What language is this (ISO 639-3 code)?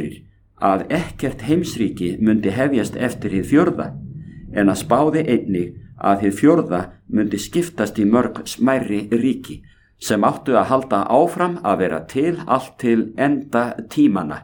isl